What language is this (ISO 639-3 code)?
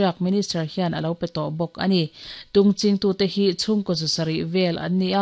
lus